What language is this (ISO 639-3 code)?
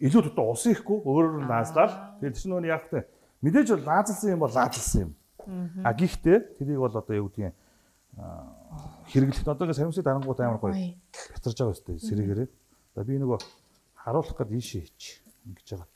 mon